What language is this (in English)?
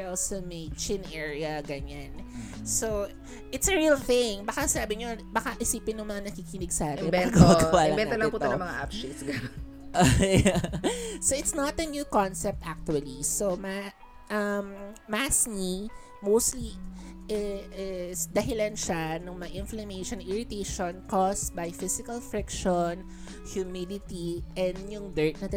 Filipino